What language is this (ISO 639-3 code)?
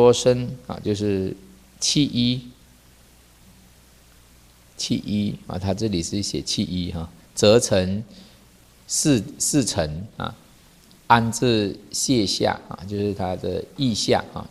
zho